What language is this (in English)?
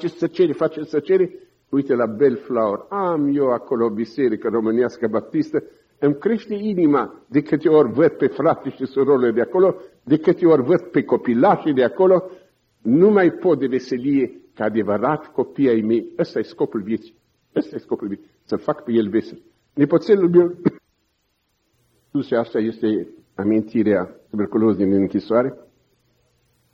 Romanian